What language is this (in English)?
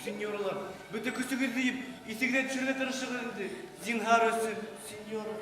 Bashkir